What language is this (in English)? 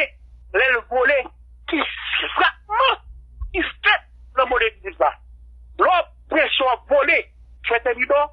Haitian Creole